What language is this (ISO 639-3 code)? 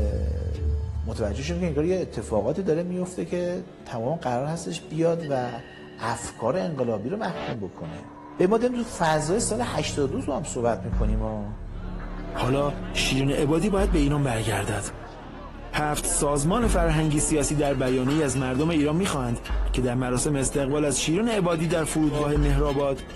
fas